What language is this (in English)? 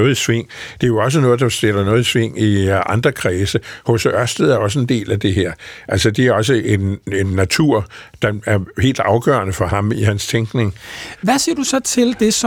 Danish